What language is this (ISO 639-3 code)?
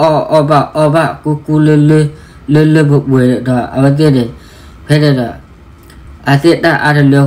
ksw